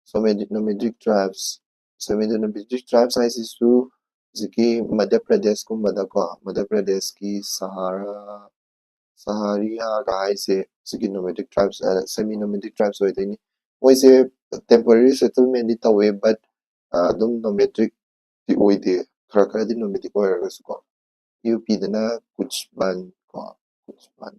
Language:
Manipuri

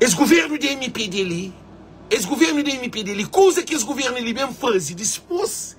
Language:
Kabuverdianu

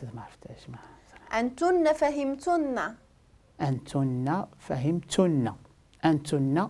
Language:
Moroccan Arabic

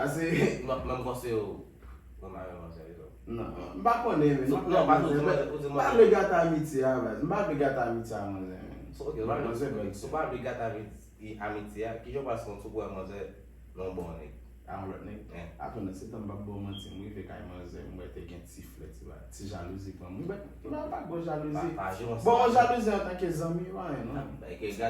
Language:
Haitian Creole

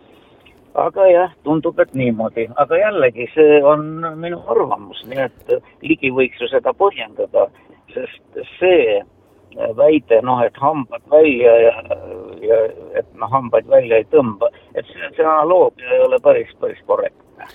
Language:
Estonian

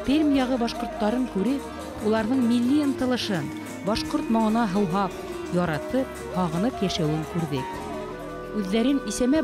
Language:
Bashkir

